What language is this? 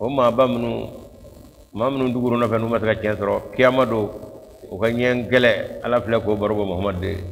Bambara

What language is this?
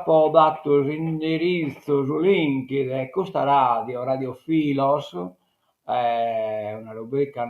Sardinian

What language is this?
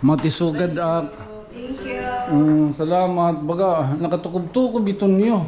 Waray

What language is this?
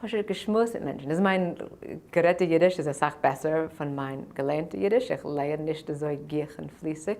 Yiddish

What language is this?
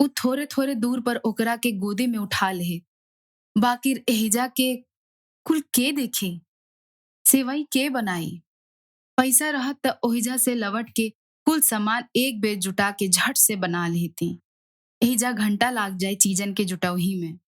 Bhojpuri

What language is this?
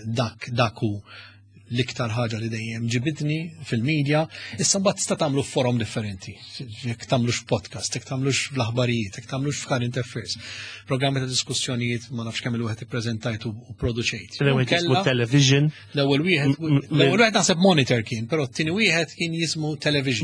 Maltese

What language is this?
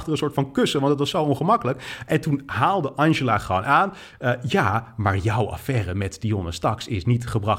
Dutch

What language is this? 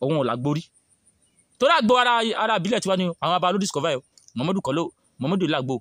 Yoruba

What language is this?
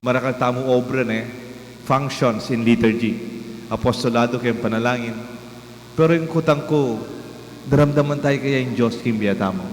Pampanga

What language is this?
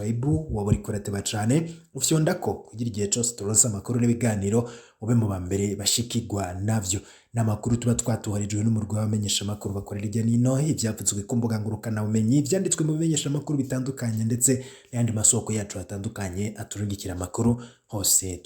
Rundi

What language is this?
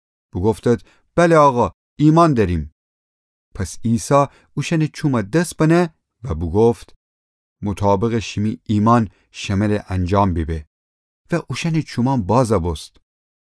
Gilaki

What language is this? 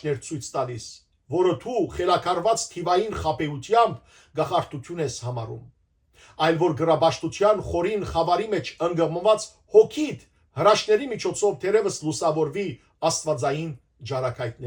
Western Armenian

